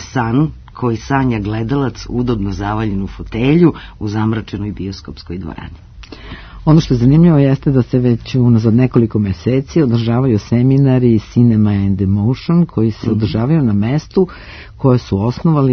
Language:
Serbian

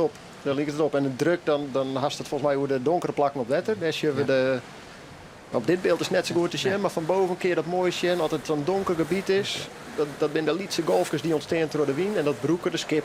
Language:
Western Frisian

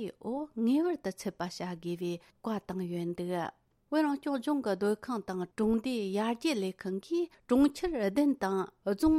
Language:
Tibetan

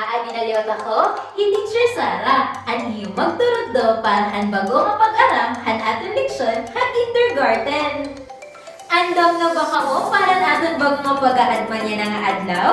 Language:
Waray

